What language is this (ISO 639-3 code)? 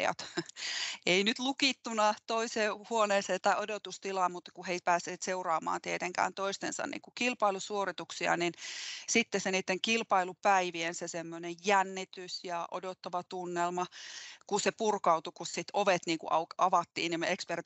fin